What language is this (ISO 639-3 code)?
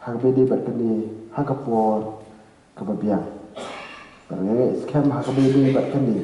kha